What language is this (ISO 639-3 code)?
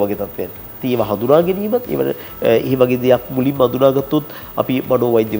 sin